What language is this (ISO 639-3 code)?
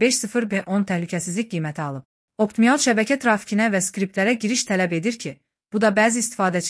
aze